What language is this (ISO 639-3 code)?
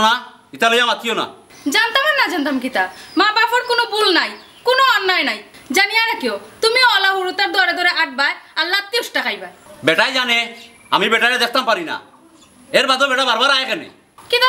syl